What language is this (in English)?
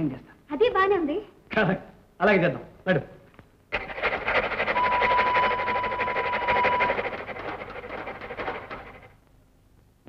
Telugu